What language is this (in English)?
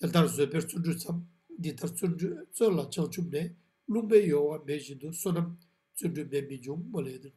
Ladakhi